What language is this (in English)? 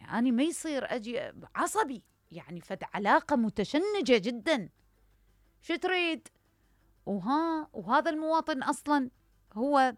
Mesopotamian Arabic